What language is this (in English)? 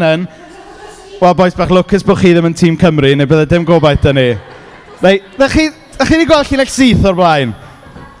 Welsh